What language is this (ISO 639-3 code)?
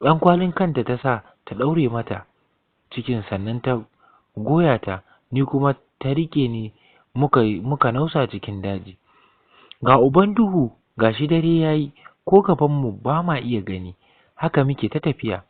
hau